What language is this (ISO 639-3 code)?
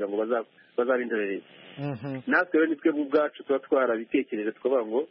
kin